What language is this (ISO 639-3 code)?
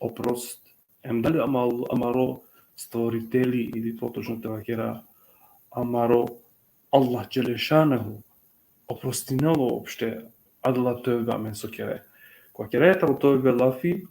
rmn